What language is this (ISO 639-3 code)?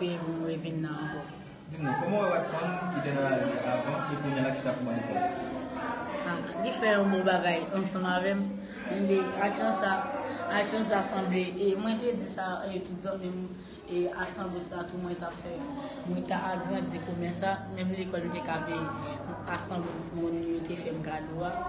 hat